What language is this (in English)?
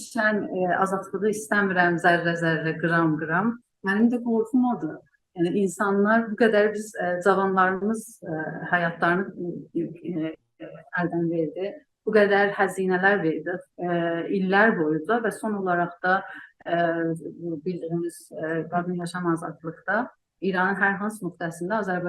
South Azerbaijani